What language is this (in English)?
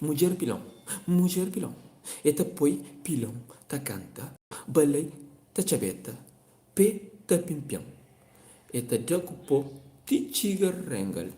Kabuverdianu